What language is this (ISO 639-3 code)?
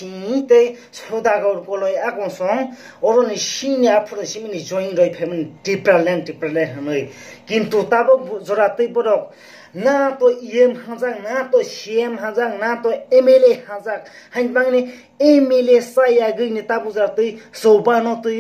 trp